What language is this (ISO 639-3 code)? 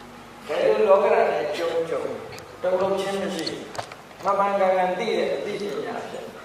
mya